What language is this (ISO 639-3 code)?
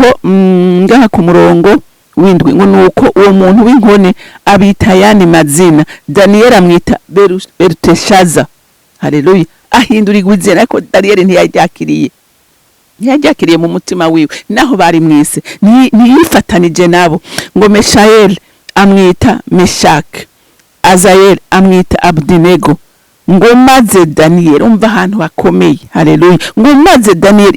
run